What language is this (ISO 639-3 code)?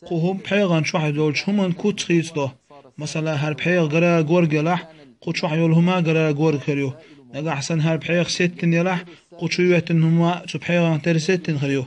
che